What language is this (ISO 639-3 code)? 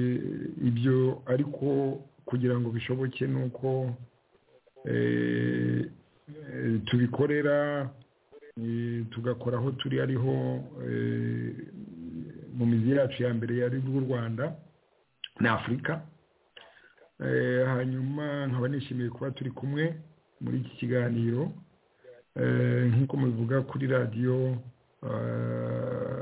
kin